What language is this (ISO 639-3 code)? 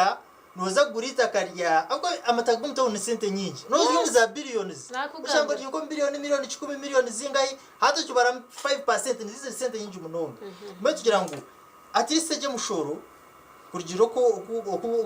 nyn